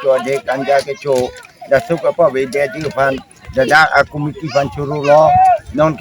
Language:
Karbi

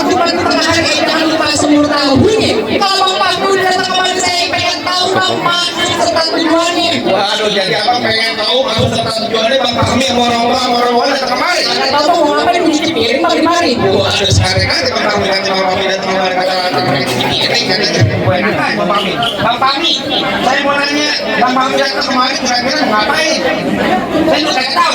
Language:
Betawi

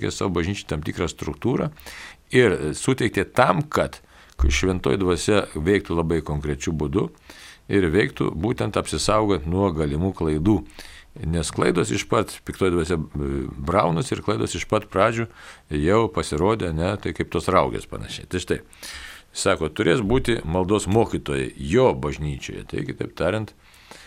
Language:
Lithuanian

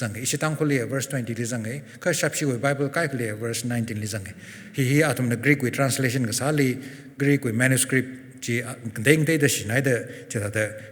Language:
Tangkhul Naga (India)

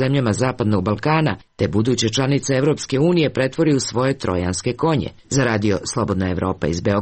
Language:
Serbian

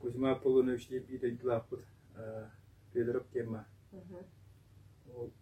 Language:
Yakut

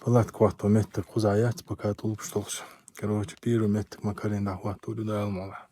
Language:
Chechen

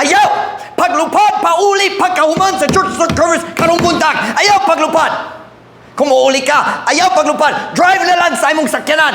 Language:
Cebuano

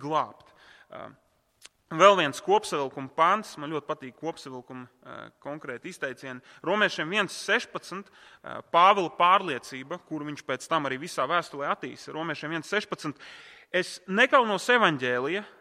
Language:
Latvian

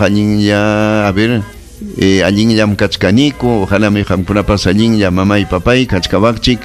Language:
Ayacucho Quechua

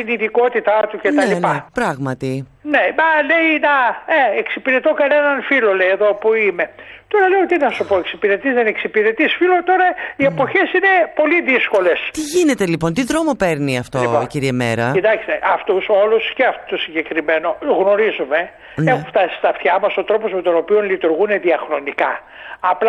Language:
Greek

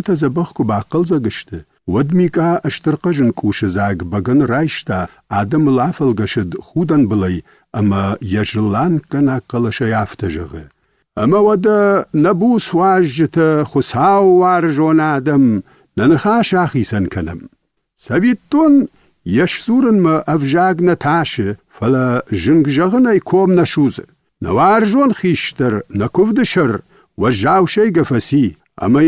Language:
Ossetic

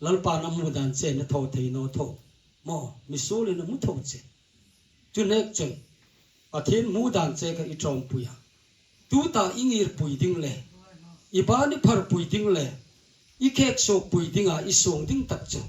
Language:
Hmar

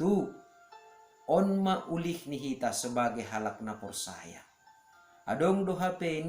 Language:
Batak Simalungun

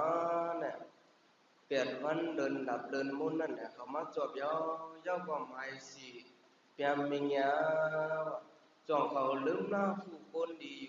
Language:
Shan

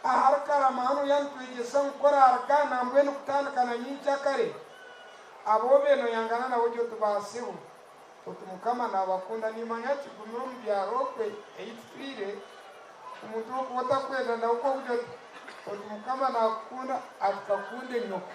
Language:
Nyankole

